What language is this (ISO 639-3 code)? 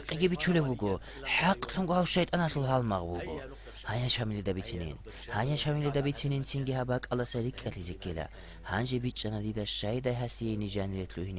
ava